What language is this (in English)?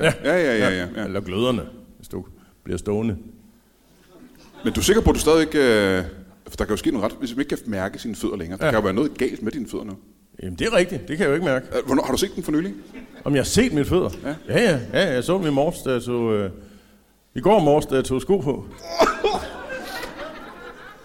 Danish